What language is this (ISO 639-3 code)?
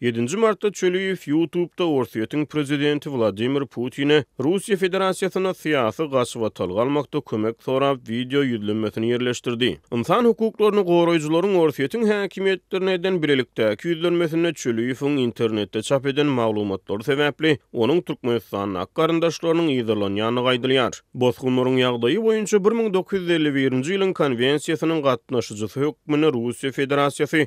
tuk